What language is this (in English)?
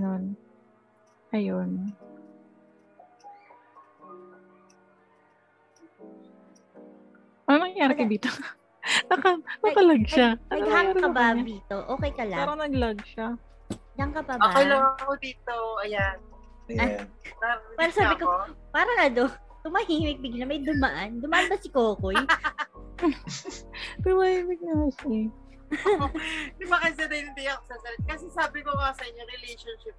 Filipino